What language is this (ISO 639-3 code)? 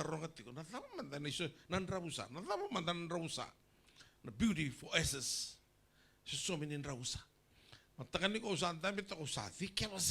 fij